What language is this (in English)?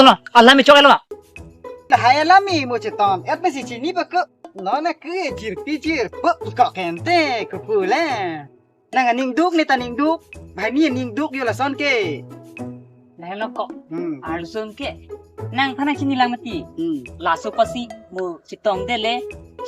Karbi